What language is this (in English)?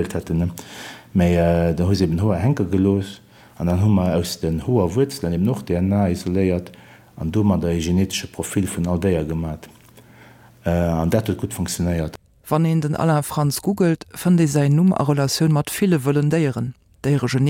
Luxembourgish